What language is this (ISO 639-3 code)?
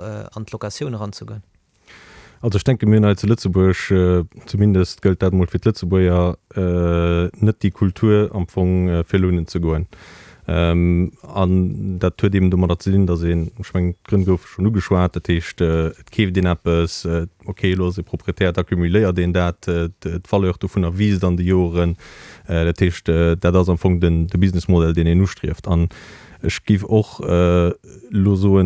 ltz